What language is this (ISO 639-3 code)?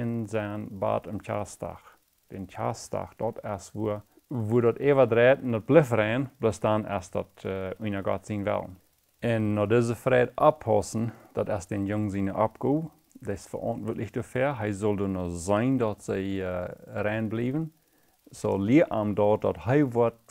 pdt